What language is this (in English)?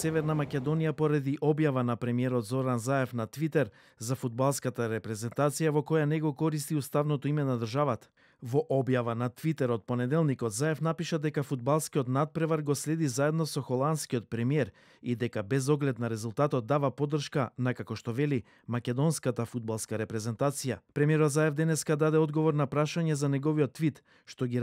Macedonian